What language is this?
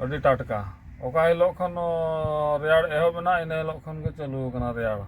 Santali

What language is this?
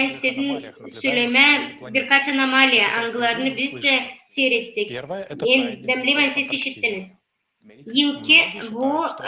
Gagauz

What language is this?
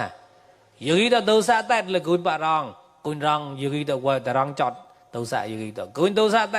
Mon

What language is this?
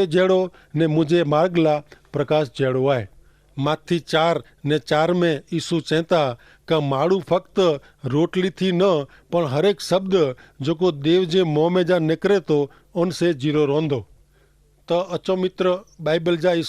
Kachhi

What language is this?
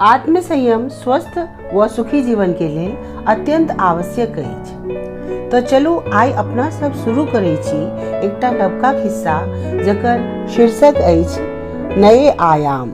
Maithili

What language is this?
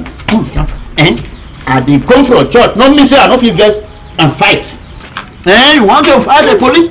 Nigerian Pidgin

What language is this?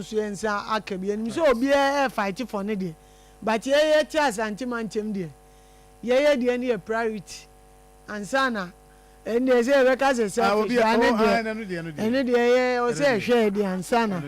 Akan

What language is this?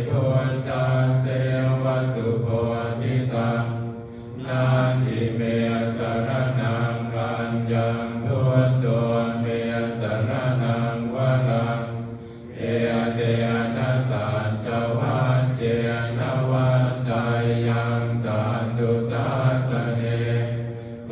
Pali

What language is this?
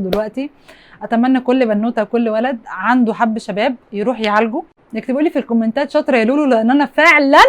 Egyptian Arabic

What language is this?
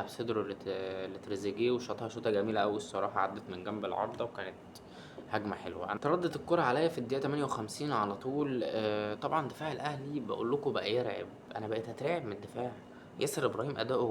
Egyptian Arabic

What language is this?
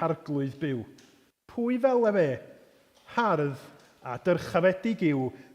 Welsh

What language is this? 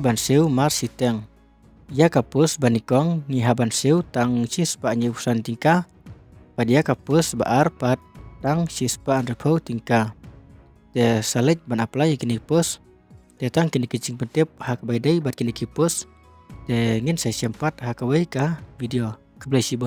Khasi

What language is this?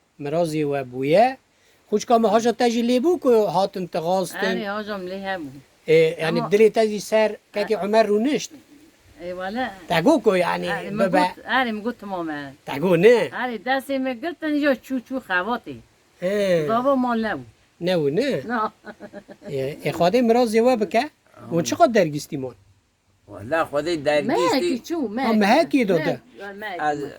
Kurdish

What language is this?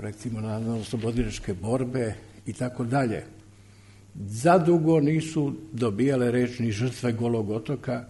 Serbian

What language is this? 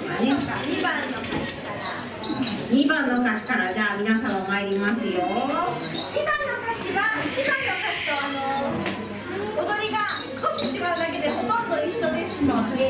Japanese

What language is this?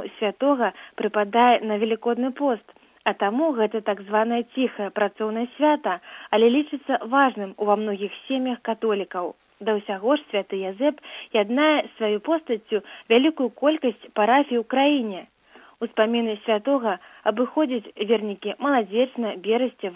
Belarusian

